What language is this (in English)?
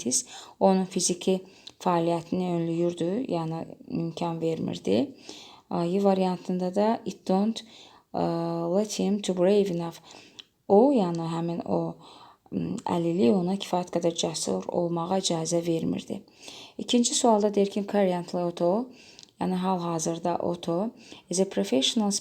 Azerbaijani